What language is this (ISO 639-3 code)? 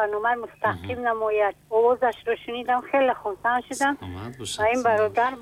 tgk